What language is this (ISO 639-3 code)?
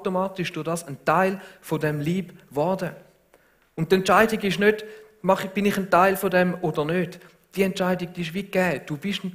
gsw